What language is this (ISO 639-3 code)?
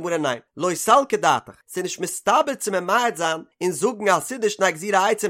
yid